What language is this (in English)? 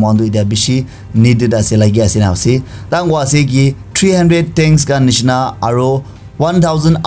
Naga Pidgin